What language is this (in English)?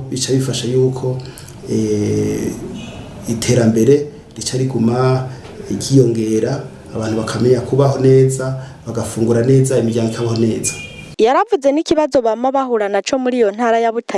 Rundi